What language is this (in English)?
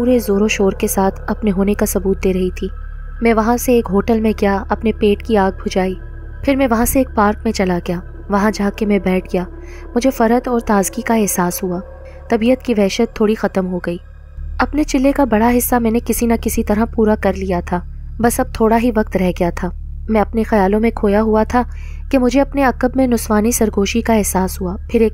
Urdu